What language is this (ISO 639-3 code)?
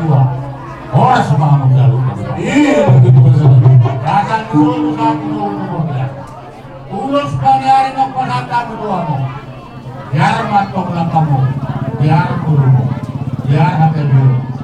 bbc